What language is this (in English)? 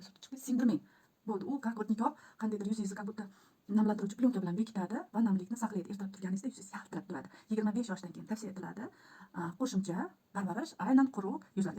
Uzbek